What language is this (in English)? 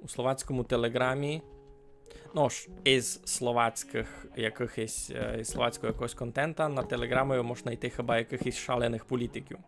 Rusyn